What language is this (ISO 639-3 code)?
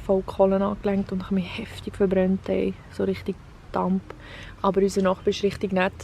gsw